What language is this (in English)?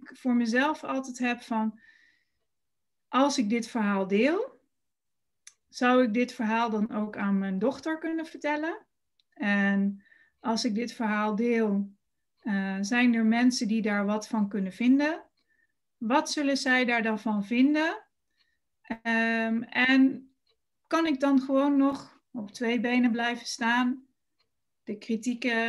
Dutch